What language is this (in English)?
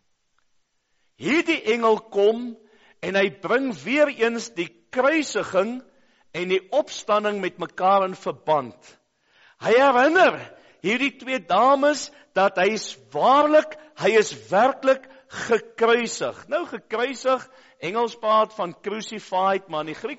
Afrikaans